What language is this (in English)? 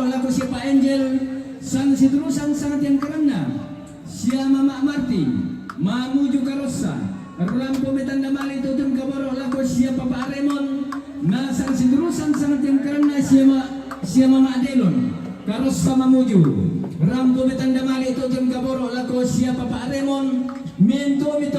Toraja-Sa'dan